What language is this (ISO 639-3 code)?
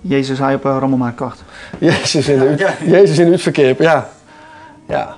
fry